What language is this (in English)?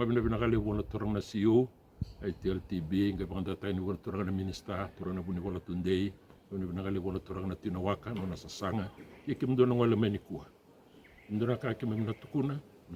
Fijian